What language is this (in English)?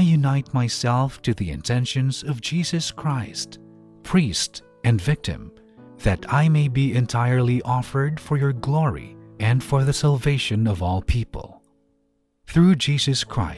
Cebuano